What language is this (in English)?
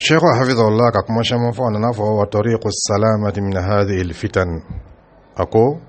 Dyula